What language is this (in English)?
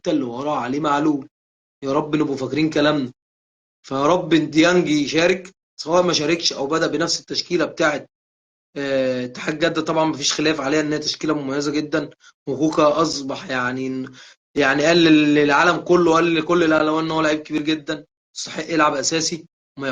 Egyptian Arabic